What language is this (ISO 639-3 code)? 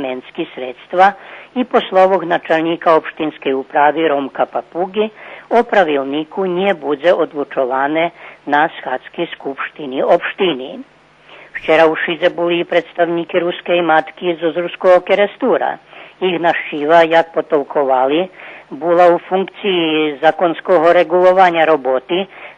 rue